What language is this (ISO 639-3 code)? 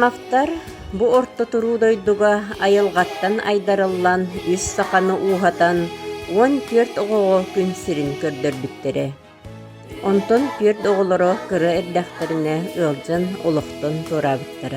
sah